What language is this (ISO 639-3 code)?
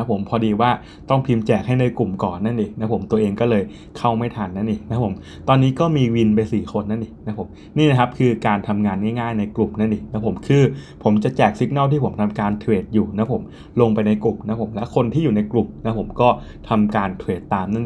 tha